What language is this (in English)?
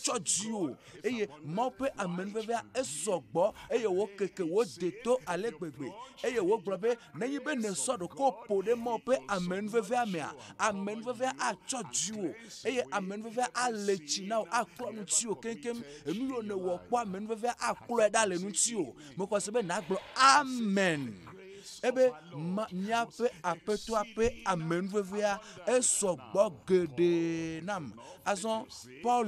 Ewe